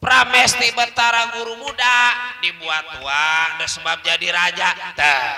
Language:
Betawi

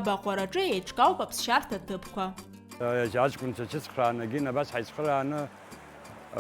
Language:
Abkhazian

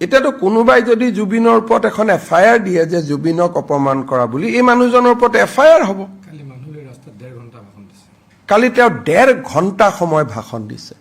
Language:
Assamese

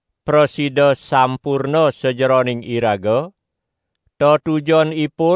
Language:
Balinese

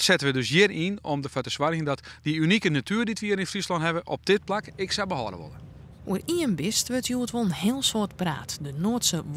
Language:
Western Frisian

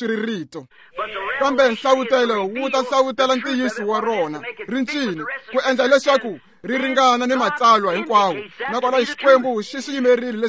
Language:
Tsonga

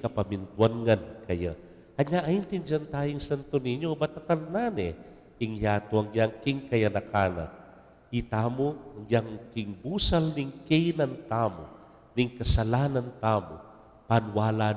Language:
Pampanga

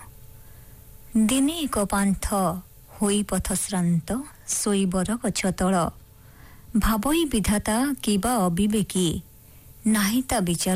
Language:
Odia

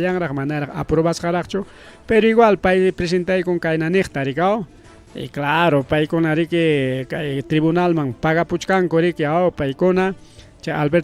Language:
Ayacucho Quechua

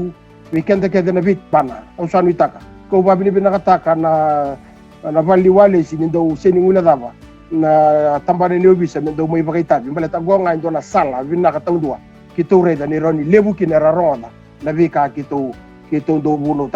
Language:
Fijian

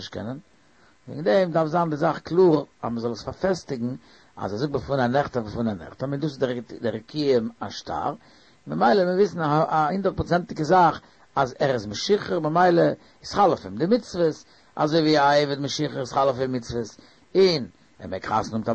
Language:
Yiddish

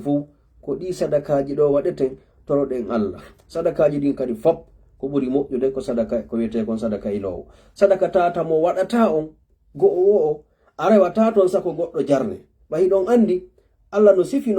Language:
Fula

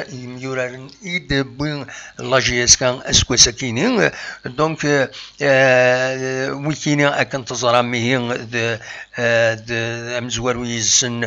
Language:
Kabyle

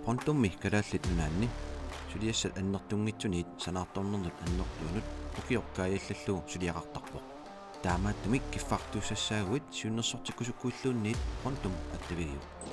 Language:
Kalaallisut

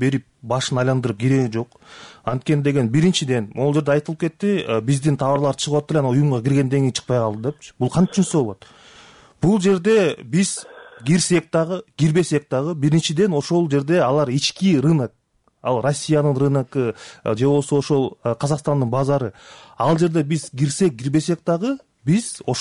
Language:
Kyrgyz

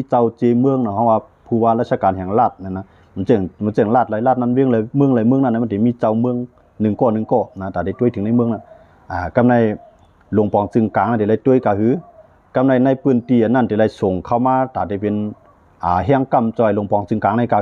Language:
Shan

